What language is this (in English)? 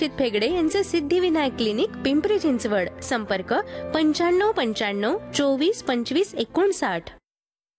Marathi